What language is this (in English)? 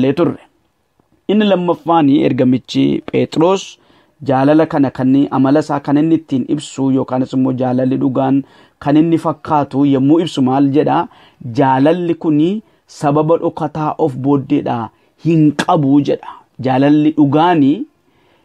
Oromo